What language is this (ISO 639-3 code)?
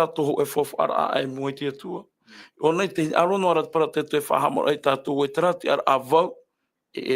tah